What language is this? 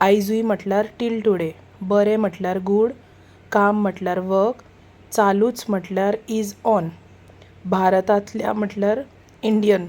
Konkani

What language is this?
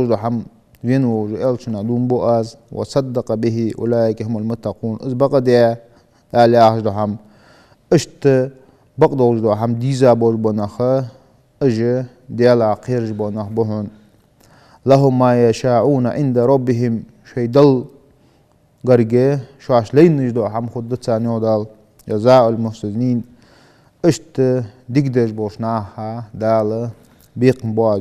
Ingush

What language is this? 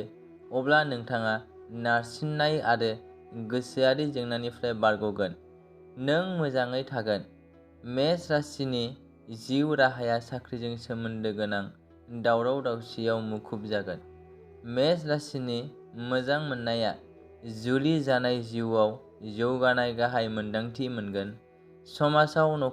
Bodo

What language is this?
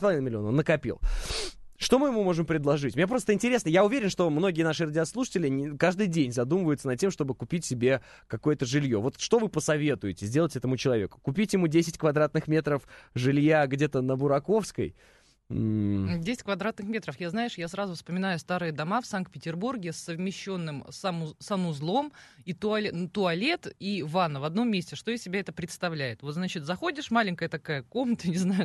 Russian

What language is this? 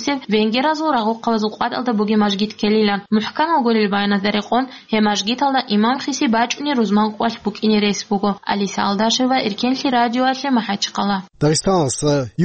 Avaric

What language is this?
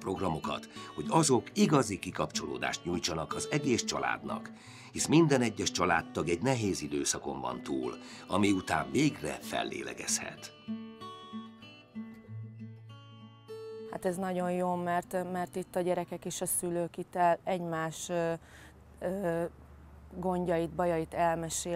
Hungarian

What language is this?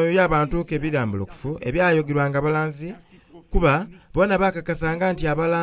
Soga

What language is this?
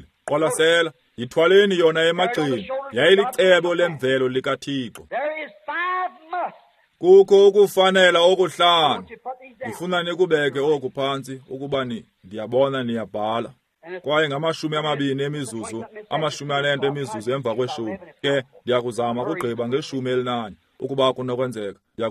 Xhosa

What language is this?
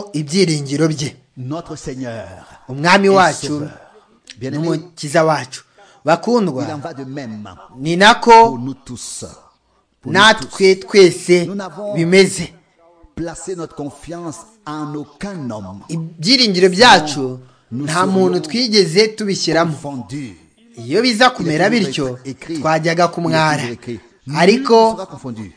Kinyarwanda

